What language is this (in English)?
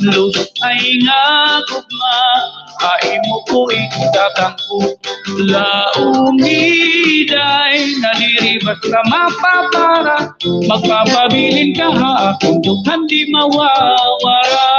Waray